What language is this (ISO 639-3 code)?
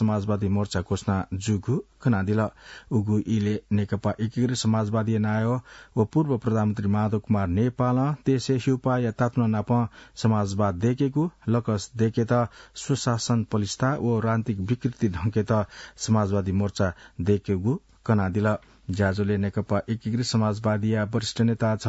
new